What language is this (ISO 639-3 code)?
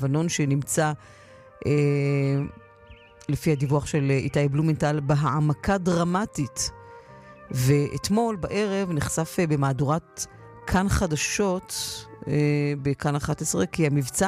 heb